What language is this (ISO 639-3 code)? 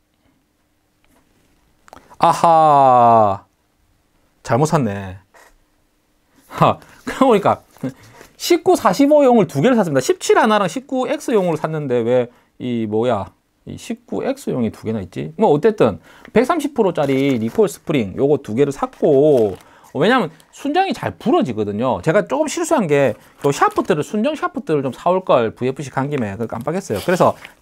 kor